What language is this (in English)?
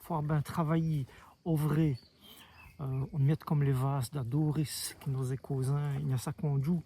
Walloon